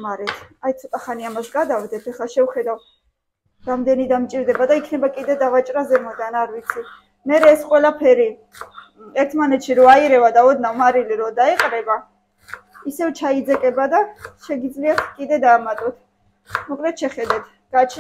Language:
Georgian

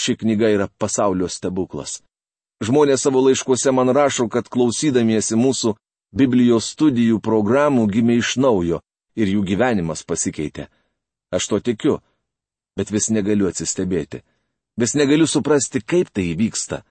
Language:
Lithuanian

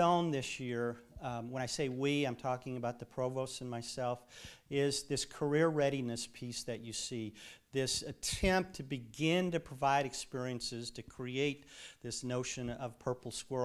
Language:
English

